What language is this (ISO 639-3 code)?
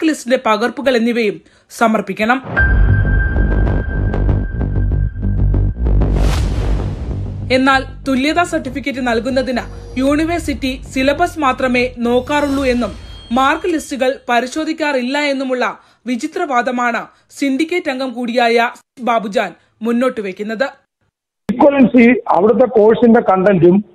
mal